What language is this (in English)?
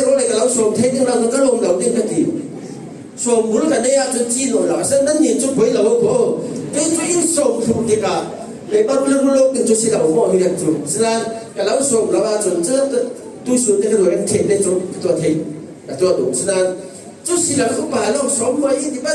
Falam Chin